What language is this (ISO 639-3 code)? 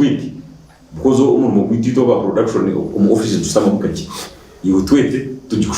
nyn